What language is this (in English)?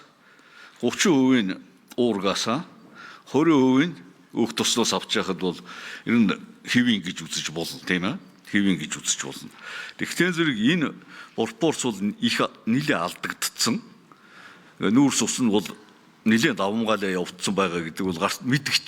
Mongolian